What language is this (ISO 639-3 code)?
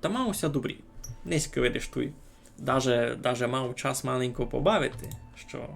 rue